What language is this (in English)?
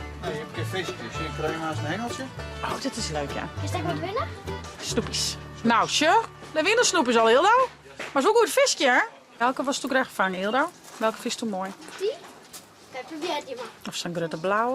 Western Frisian